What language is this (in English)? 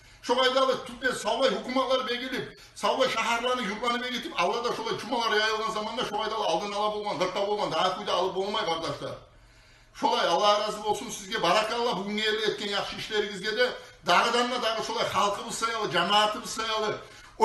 Kumyk